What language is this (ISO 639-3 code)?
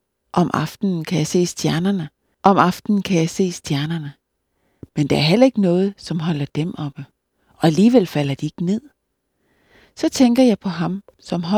dan